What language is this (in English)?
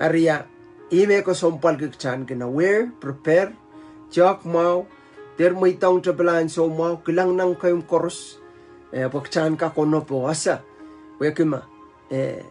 Pohnpeian